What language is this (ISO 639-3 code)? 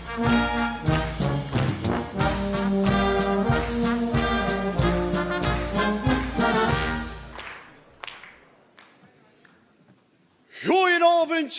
lim